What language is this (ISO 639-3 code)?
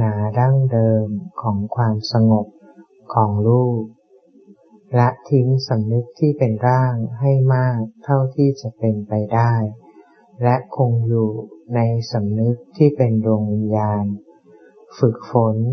tha